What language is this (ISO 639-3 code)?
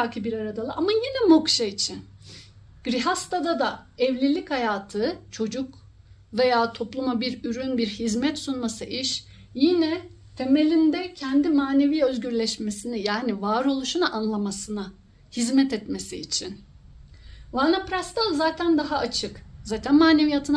tur